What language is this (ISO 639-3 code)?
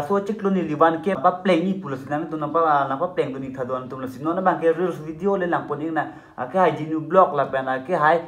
mjw